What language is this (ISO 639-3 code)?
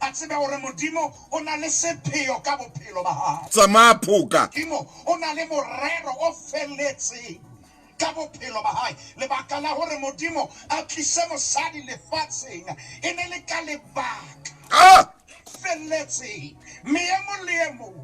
sot